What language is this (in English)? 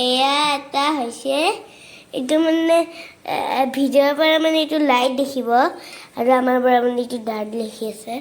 Assamese